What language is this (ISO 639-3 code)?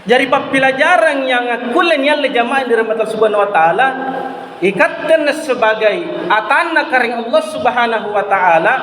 mak